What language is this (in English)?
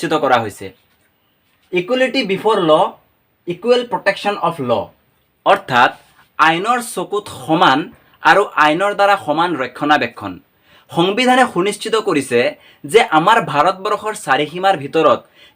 Assamese